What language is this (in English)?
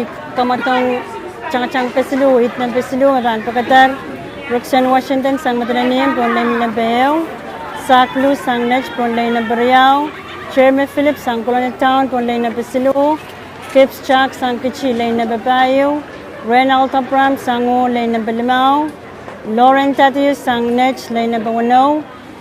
Pohnpeian